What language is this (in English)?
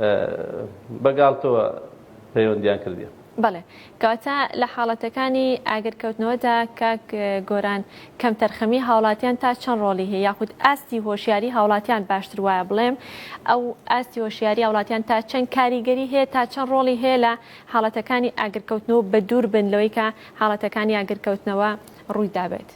Central Kurdish